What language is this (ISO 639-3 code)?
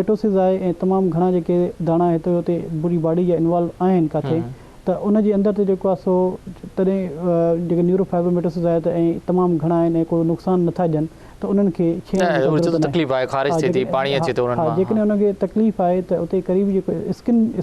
snd